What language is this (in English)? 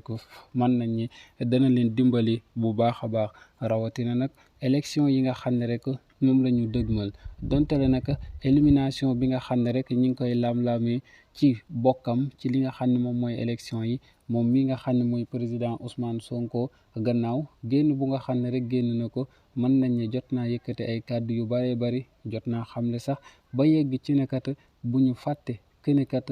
Wolof